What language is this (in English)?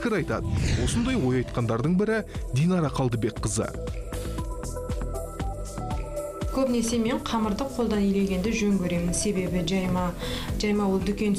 Kazakh